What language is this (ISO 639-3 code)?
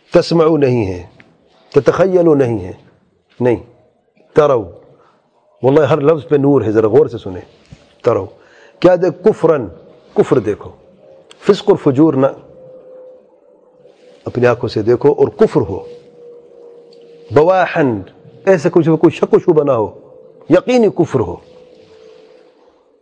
urd